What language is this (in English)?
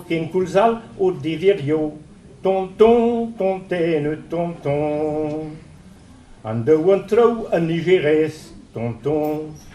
Breton